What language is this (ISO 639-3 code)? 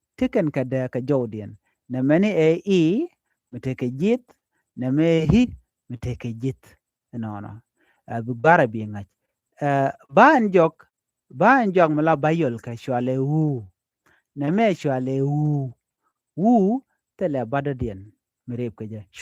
nus